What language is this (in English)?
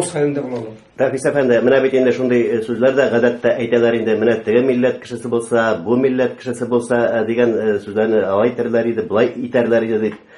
Tatar